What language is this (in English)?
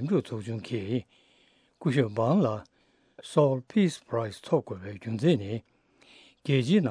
Tibetan